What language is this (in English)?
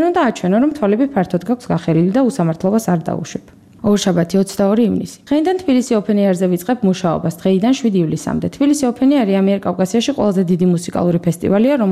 Georgian